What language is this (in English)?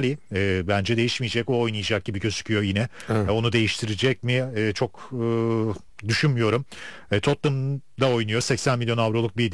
Turkish